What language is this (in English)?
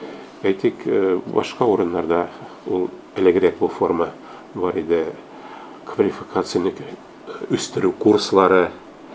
Tatar